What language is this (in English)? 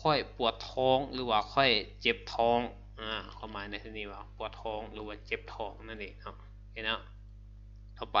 Lao